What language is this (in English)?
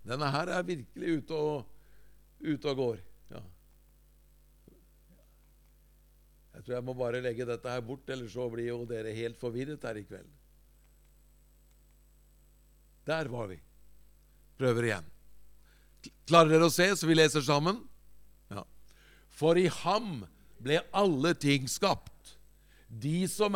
Norwegian